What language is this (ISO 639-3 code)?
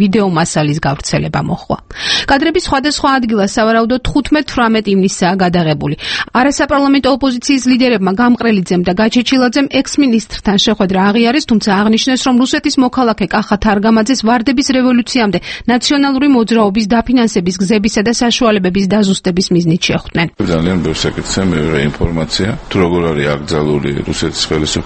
kat